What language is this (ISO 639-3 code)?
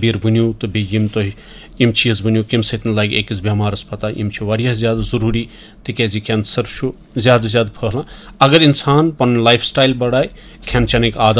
kas